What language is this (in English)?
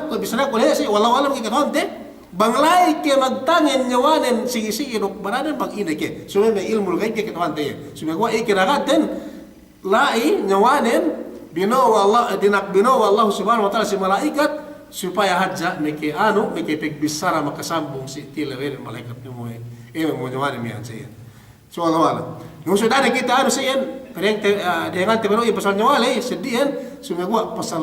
Yakan